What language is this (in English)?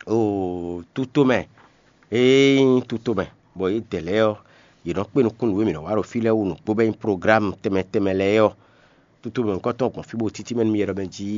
Fon